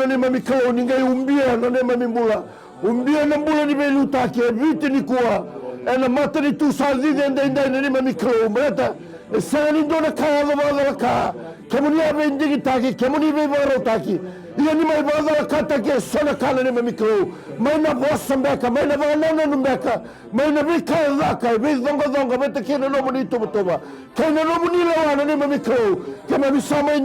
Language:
Fijian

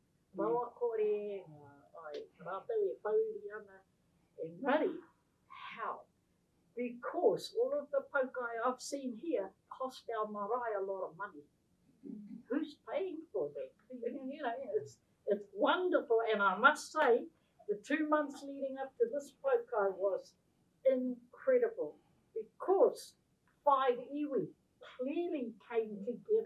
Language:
Māori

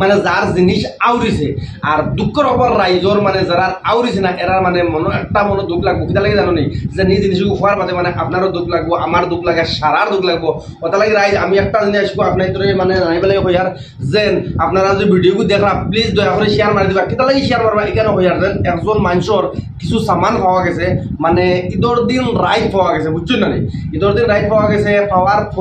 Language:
Sylheti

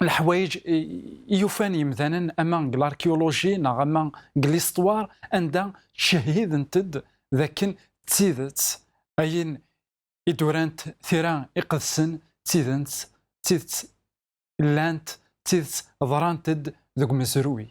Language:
Kabyle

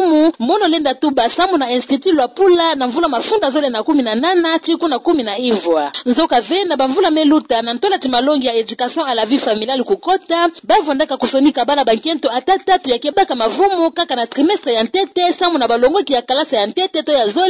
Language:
Kituba (Democratic Republic of Congo)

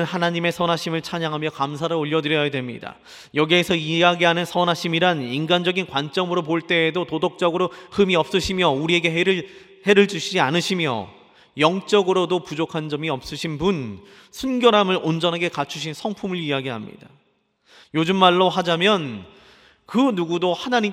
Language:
Korean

